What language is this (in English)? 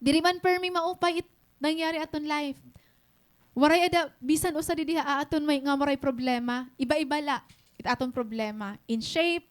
Waray